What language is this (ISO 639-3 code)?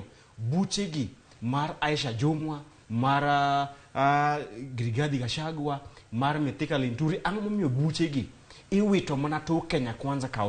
luo